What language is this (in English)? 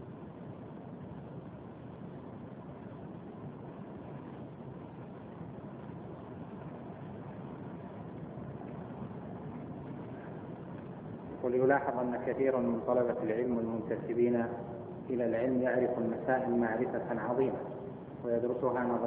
Arabic